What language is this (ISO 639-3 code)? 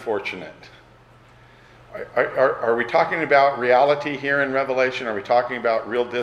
eng